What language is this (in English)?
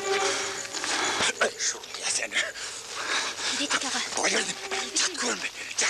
Kyrgyz